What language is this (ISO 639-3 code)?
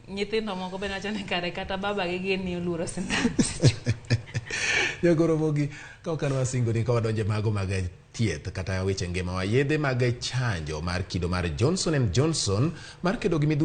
luo